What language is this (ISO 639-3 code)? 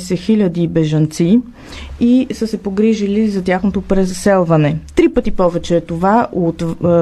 bul